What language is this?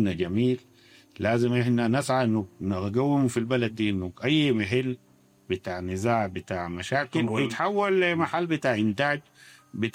Sudanese Arabic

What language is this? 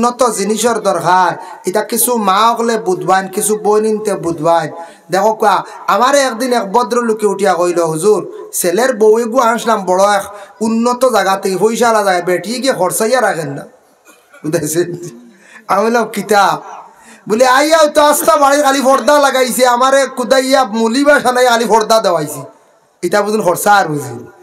Sylheti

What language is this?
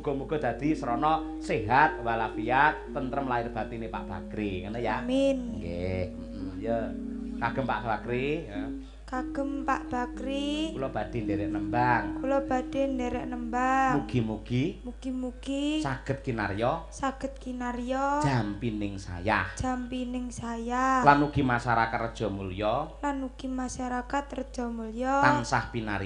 Javanese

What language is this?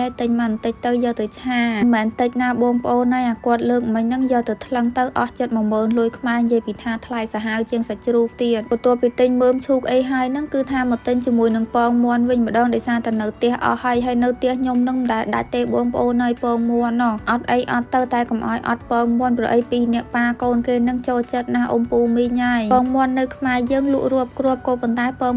Khmer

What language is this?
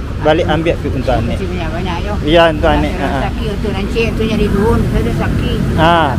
Minangkabau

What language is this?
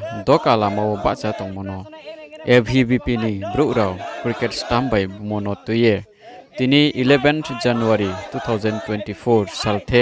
Riang (India)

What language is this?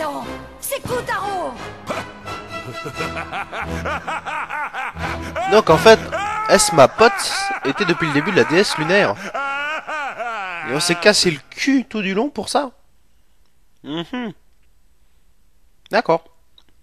French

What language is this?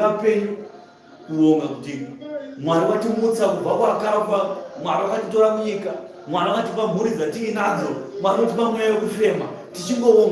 Shona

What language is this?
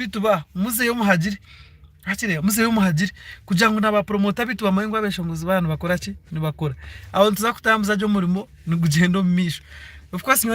Nyankole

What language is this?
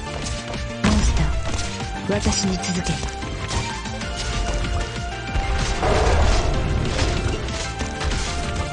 Japanese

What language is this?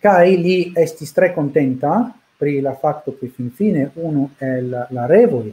Esperanto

